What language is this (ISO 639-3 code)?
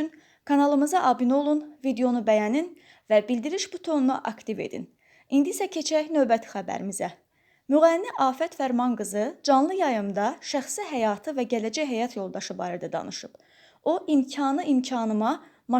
aze